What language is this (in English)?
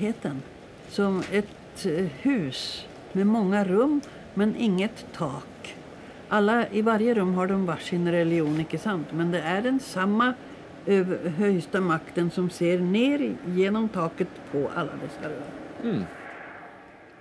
Norwegian